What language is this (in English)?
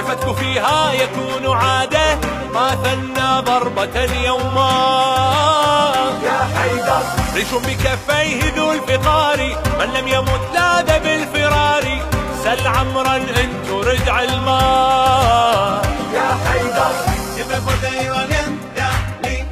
Arabic